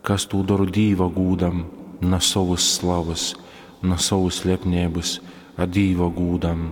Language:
Latgalian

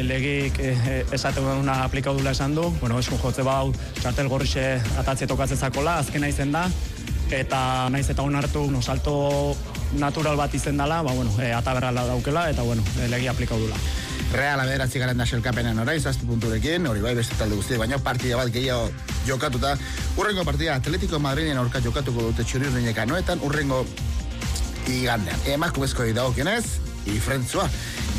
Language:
Basque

